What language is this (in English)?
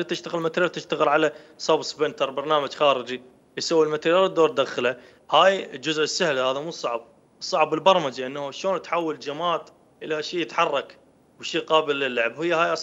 Mesopotamian Arabic